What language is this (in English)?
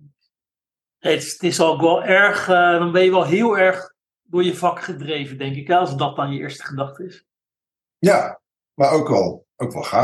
Dutch